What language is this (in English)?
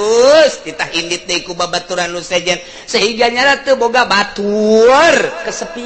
Sundanese